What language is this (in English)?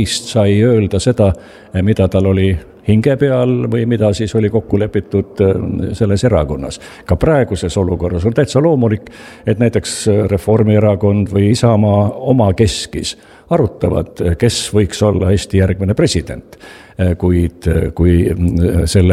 Estonian